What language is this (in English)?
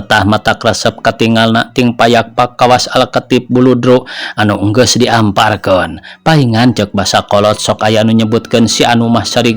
Sundanese